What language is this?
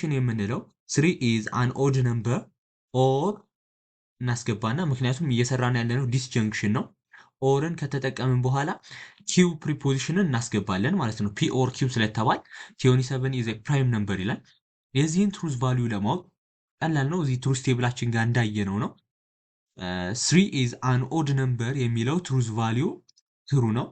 Amharic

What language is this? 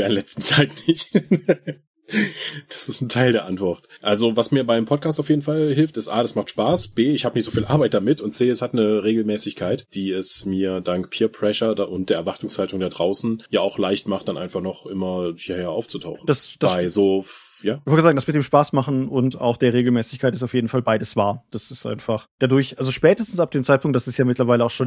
German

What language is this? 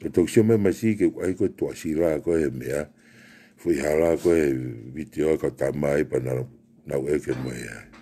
Tongan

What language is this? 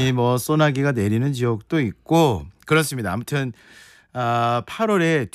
Korean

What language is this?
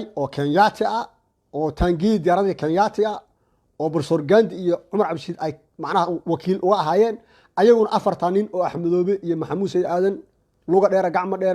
Somali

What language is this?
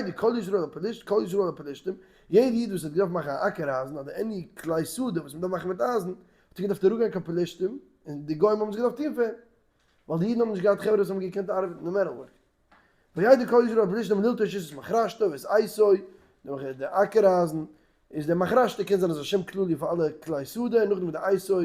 Yiddish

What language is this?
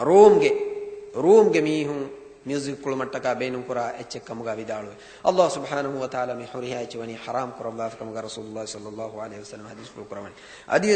Divehi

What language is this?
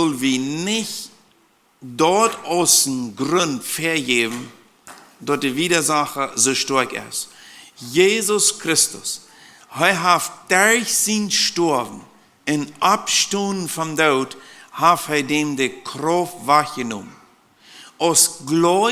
Plautdietsch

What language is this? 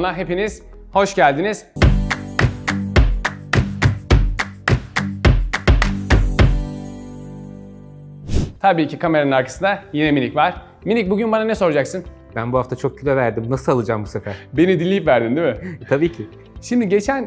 Turkish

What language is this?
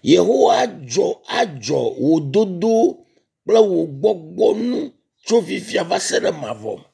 Ewe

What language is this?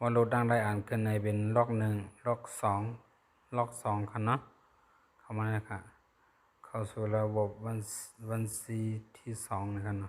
Shan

